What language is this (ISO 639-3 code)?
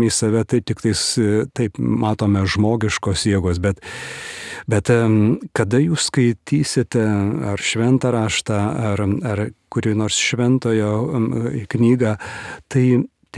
lit